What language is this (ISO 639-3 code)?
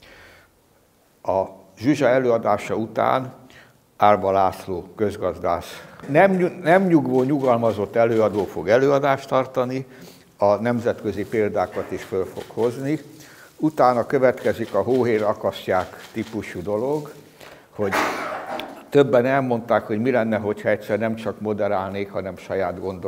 hun